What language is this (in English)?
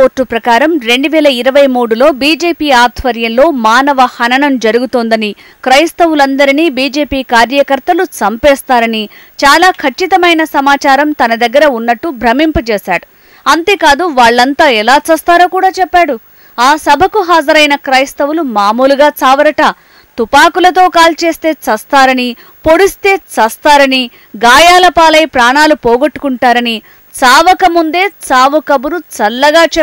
Telugu